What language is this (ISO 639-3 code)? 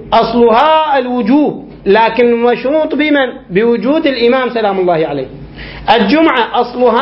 ara